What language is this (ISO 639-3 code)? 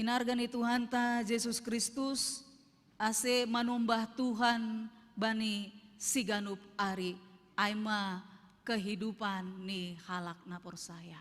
bts